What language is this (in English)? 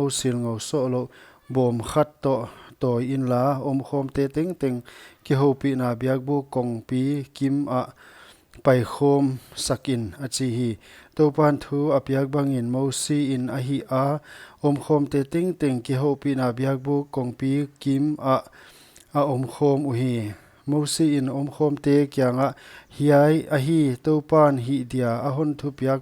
Paite Chin